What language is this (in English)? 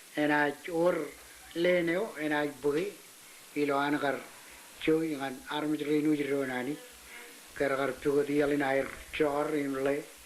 Marshallese